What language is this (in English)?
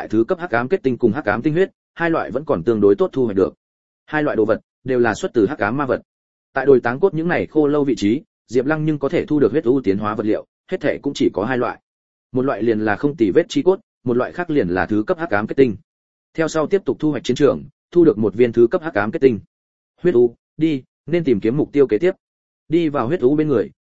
Vietnamese